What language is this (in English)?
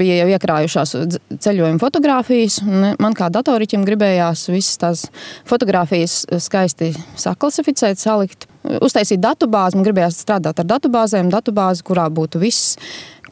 Latvian